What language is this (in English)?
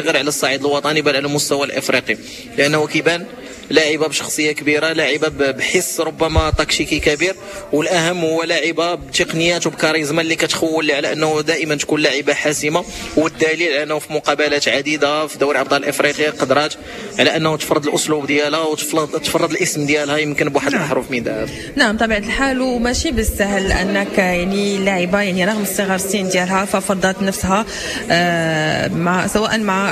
Moroccan Arabic